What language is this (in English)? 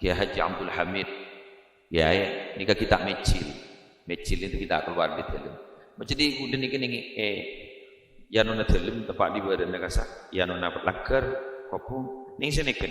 Madurese